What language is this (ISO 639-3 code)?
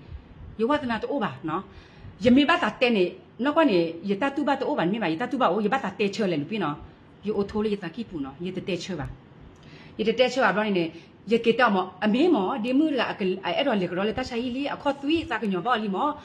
ksw